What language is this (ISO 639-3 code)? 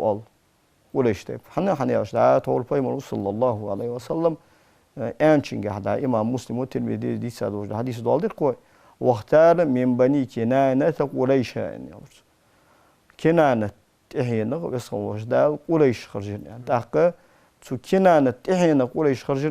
inh